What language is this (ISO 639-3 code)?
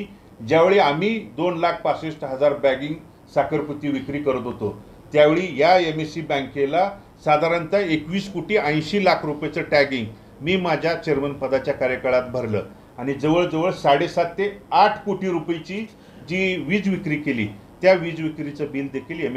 mar